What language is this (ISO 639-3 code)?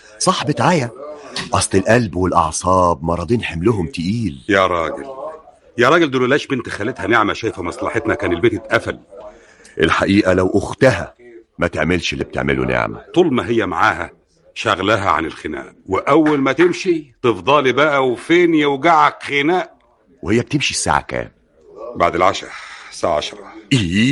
arz